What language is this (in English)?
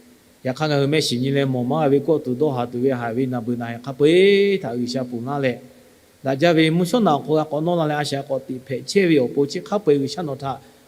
Lahu